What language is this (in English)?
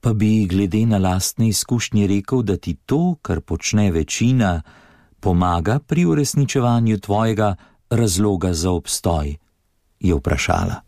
Slovenian